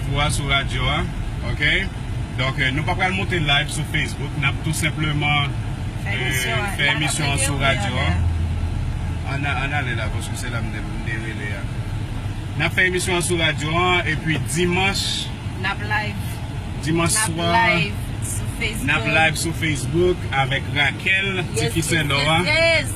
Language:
Haitian Creole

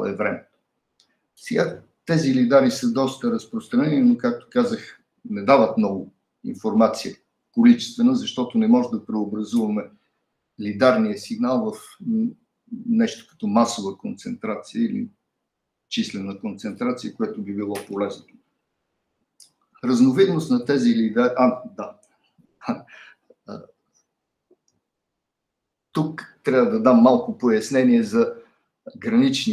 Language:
Bulgarian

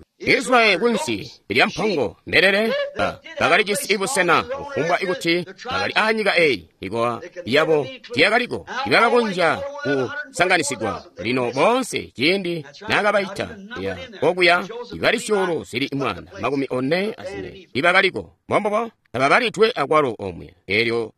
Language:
Tonga (Zambia)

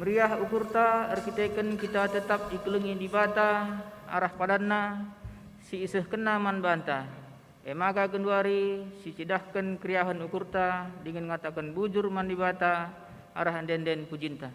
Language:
Batak Karo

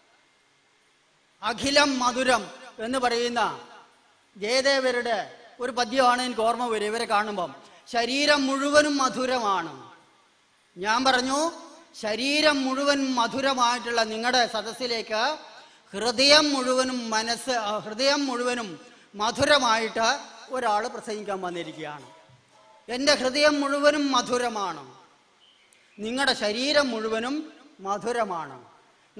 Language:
Malayalam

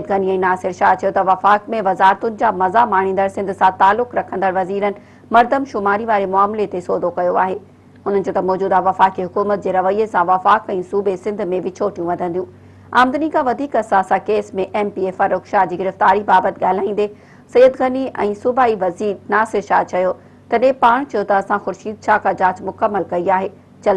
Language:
Sindhi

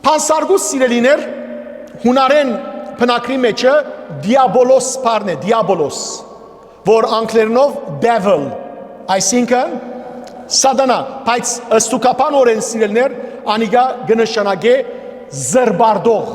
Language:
Western Armenian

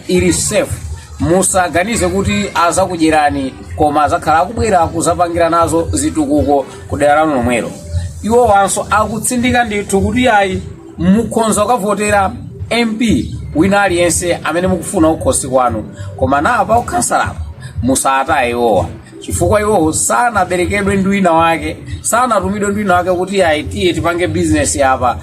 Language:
Nyanja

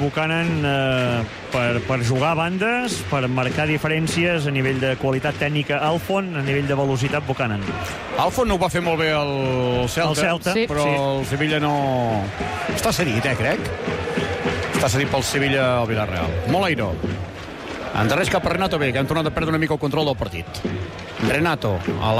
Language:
Catalan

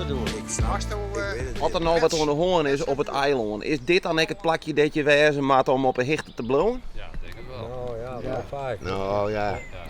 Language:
Western Frisian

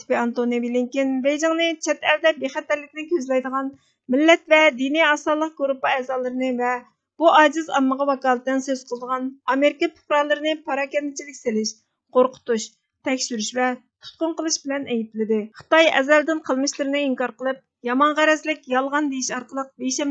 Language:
Uyghur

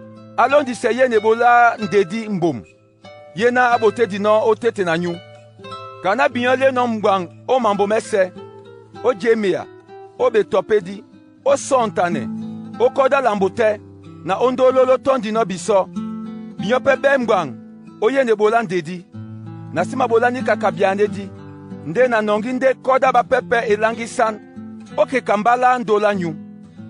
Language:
Duala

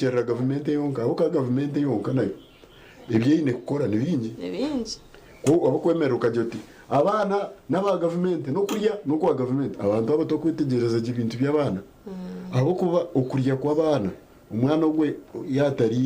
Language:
Nyankole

